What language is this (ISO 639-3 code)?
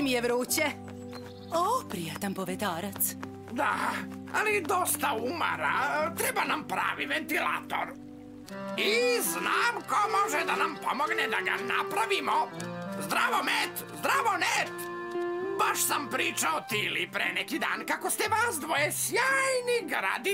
srp